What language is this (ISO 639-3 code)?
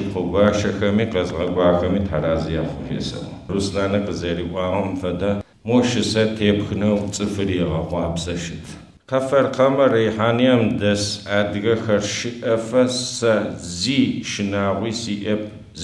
ady